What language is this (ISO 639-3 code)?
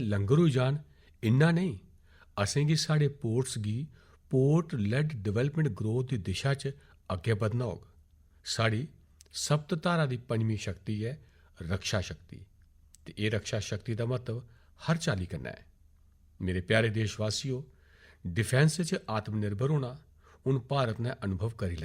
doi